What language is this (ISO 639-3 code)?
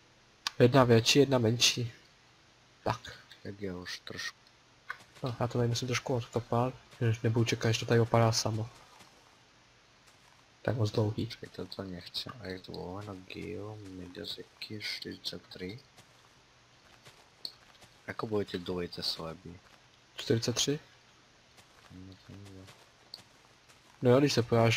ces